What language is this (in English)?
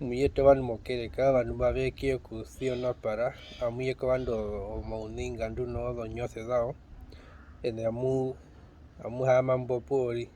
Herero